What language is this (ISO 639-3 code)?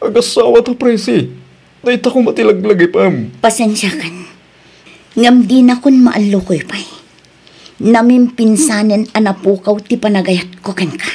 ilo